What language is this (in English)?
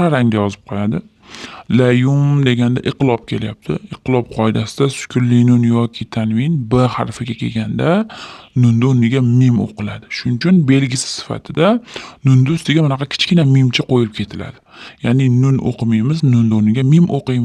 Uzbek